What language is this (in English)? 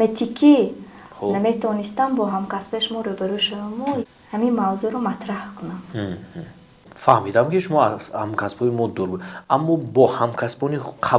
Tajik